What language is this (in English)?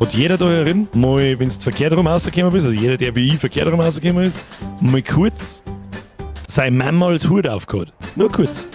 Bavarian